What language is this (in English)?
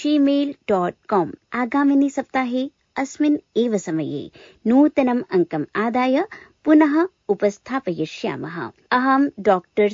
Sanskrit